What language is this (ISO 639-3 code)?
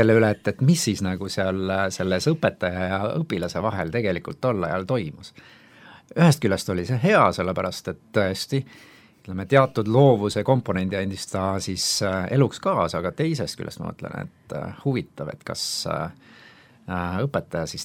est